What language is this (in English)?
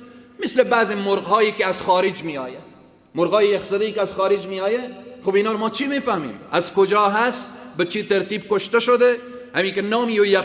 Persian